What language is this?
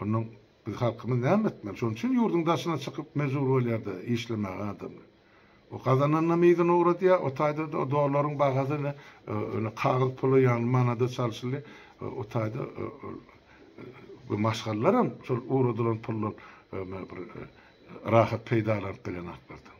Turkmen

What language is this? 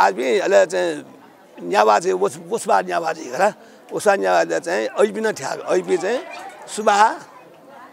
Newari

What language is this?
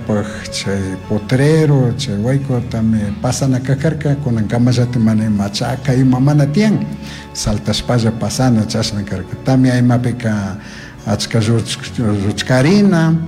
Chimborazo Highland Quichua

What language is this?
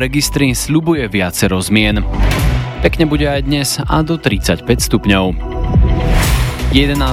Slovak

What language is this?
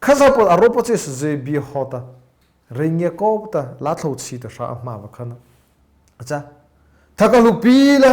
Mara Chin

